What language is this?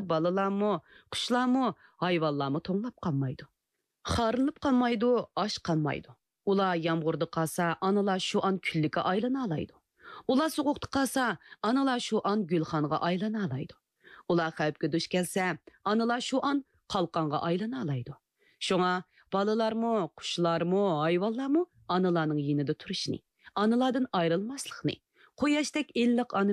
Uyghur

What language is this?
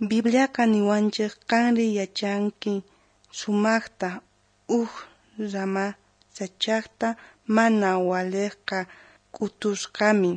South Bolivian Quechua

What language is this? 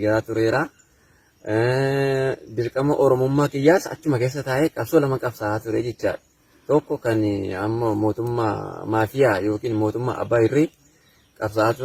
Oromo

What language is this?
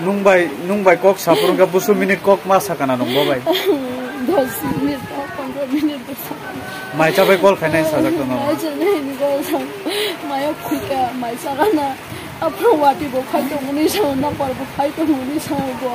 Kok Borok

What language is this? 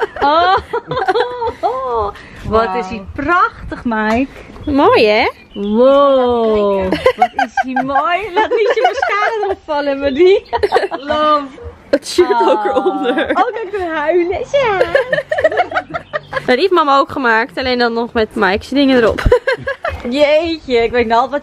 Dutch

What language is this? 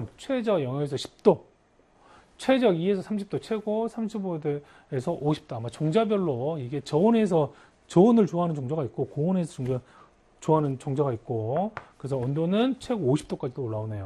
Korean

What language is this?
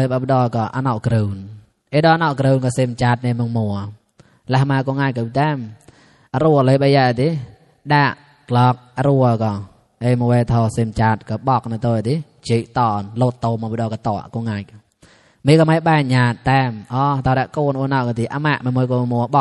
Mon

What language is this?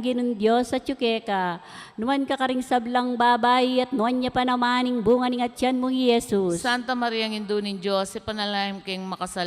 Pampanga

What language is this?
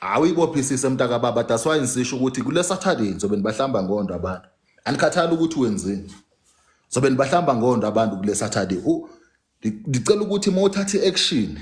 Zulu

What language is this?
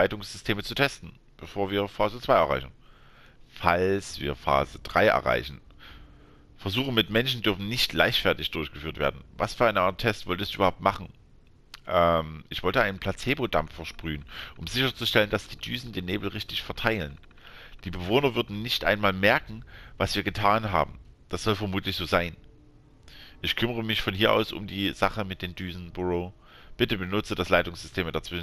German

